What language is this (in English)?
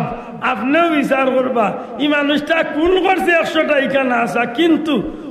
Sylheti